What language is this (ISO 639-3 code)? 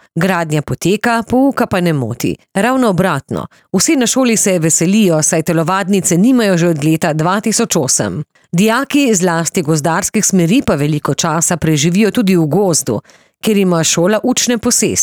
slv